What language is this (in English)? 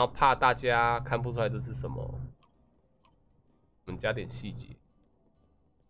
Chinese